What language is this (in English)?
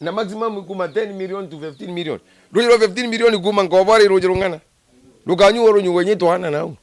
Meru